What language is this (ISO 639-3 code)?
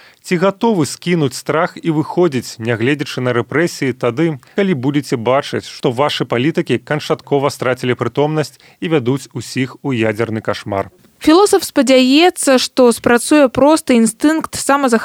bel